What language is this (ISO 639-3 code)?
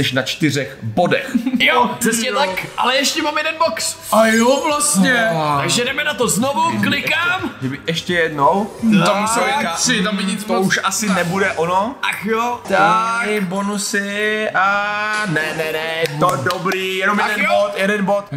ces